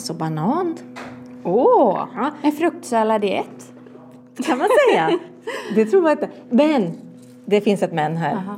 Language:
Swedish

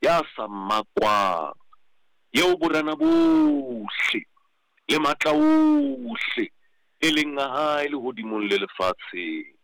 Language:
Southern Sotho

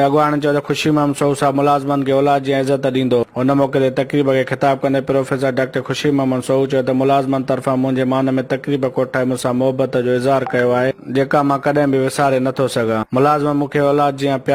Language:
Sindhi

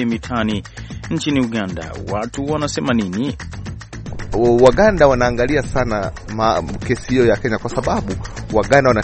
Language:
Swahili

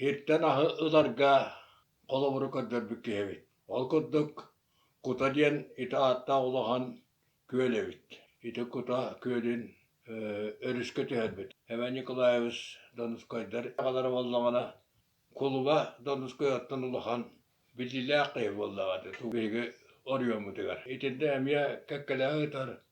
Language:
Yakut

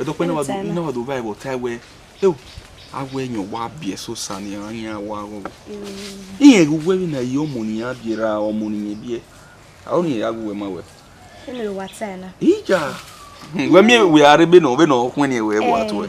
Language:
Bini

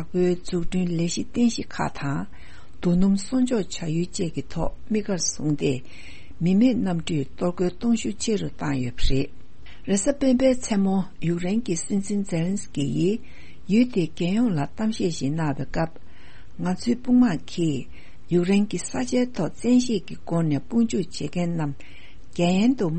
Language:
Tibetan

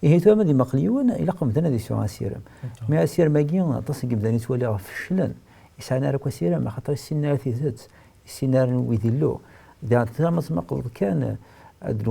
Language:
Kabyle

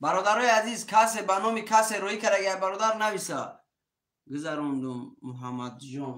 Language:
Tajik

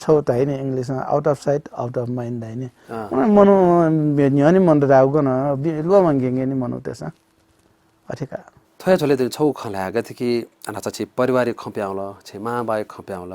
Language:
Newari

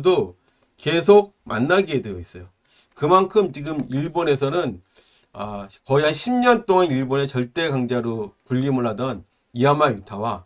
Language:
Korean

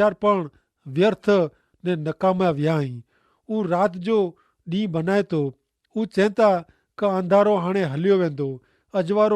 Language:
Kachhi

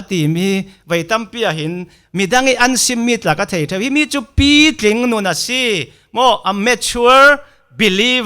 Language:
Falam Chin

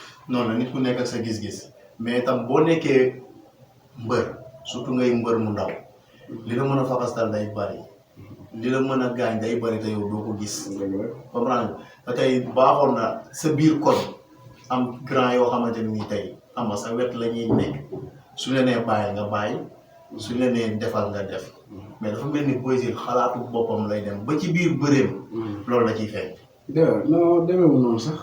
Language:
Wolof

